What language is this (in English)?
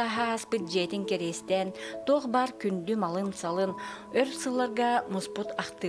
Yakut